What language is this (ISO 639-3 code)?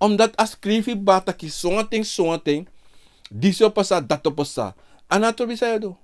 srn